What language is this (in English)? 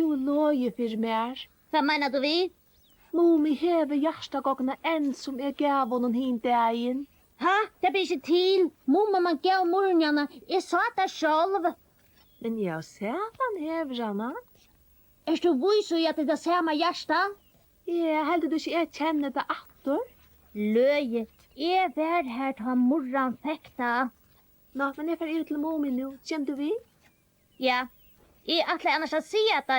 Faroese